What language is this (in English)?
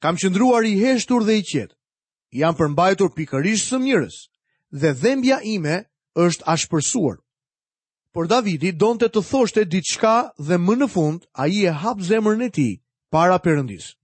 Albanian